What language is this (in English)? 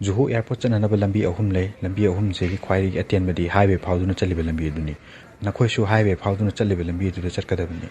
Manipuri